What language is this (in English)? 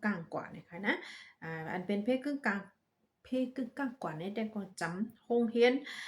Shan